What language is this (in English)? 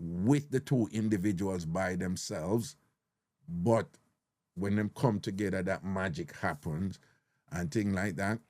Jamaican Creole English